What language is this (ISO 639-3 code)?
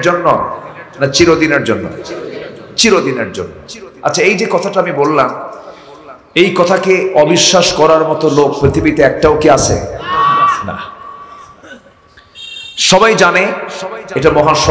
ben